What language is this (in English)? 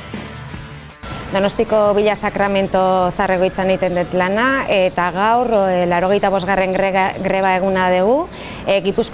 Basque